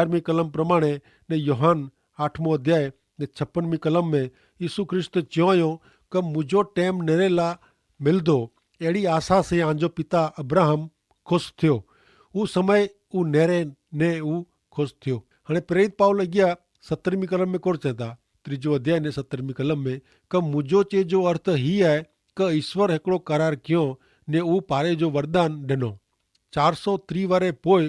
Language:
Kachhi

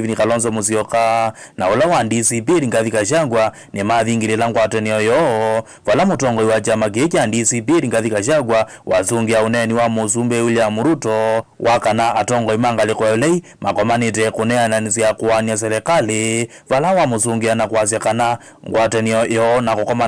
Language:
Kamba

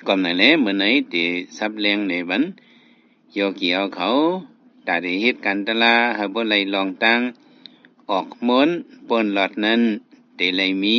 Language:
Shan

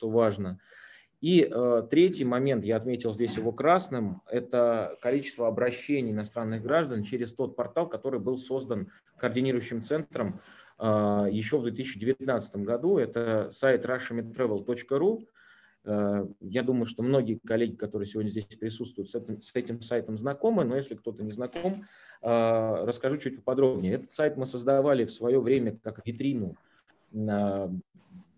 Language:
Russian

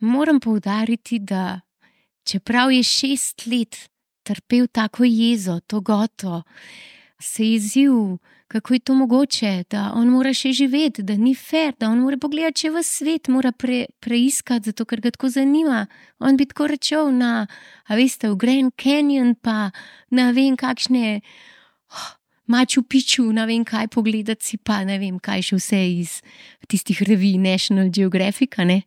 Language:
Slovenian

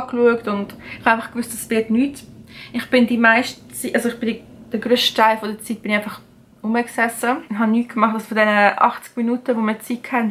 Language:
Swiss German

